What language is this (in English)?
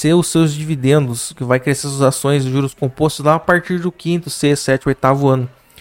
Portuguese